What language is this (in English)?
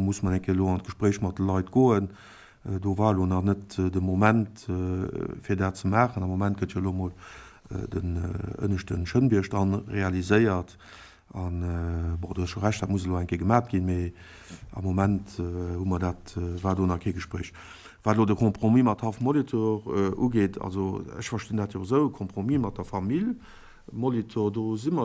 Luxembourgish